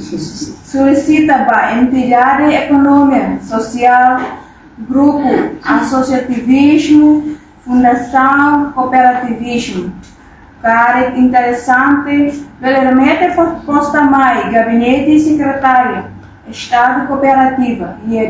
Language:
Tetum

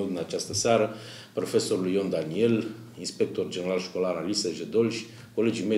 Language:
Romanian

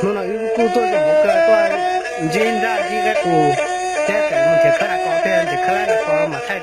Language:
Hmong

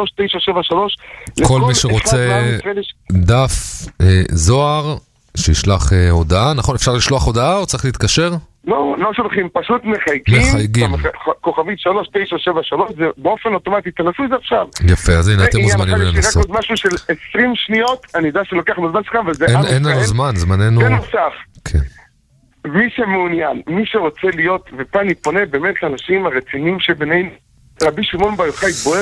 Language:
Hebrew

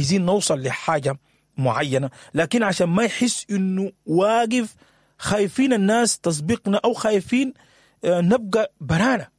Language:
Sudanese Arabic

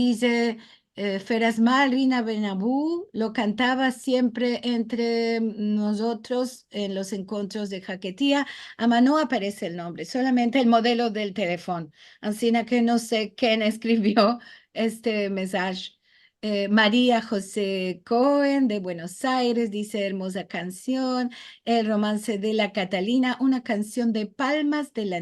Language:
Ladino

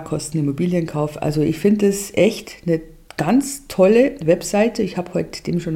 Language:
German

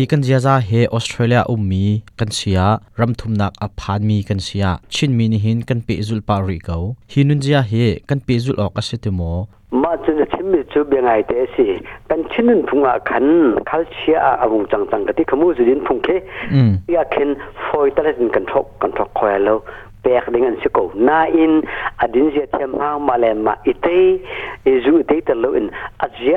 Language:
Hakha Chin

